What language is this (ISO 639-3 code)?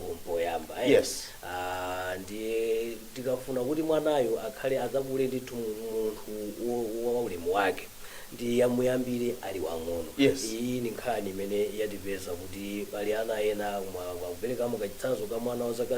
nya